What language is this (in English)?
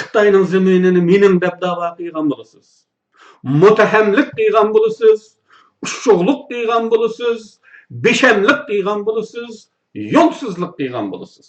Uyghur